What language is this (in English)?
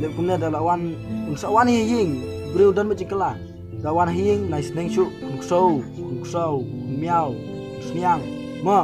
Khasi